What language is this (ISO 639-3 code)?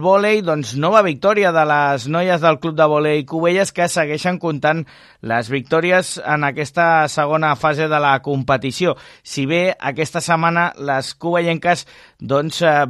cat